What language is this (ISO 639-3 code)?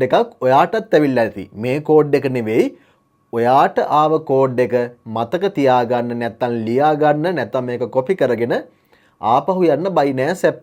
sin